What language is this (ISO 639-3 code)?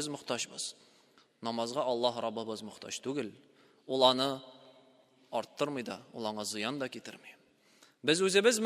tat